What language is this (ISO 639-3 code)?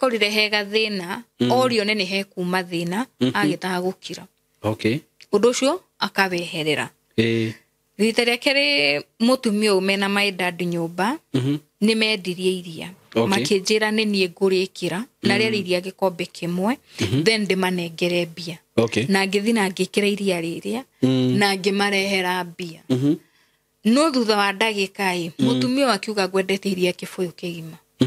kik